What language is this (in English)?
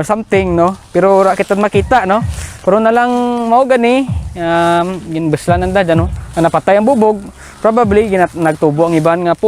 Kinaray-a